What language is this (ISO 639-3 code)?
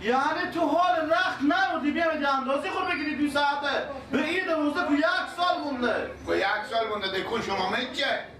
fas